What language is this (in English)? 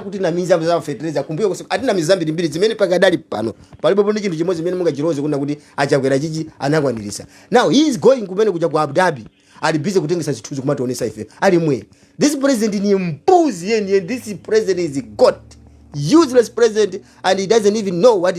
Nyanja